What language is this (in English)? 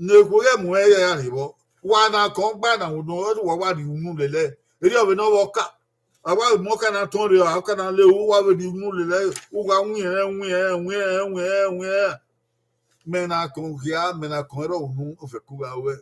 Bini